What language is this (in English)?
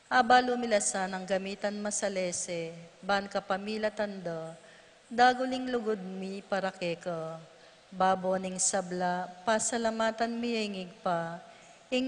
Pampanga